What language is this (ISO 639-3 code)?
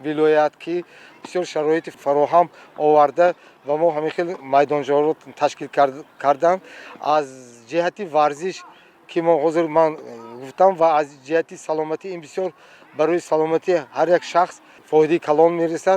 tgk